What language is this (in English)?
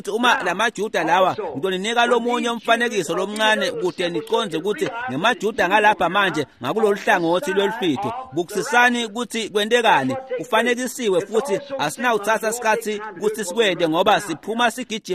Swati